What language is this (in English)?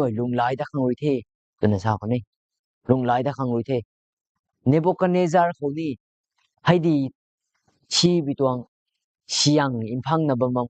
Rongmei Naga